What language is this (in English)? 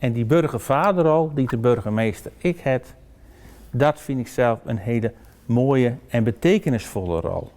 Western Frisian